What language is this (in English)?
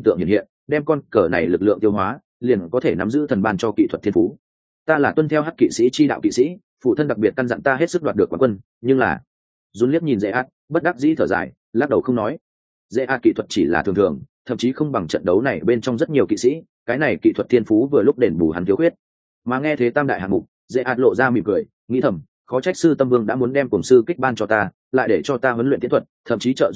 Vietnamese